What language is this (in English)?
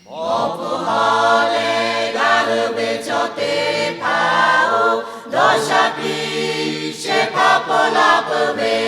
Lahu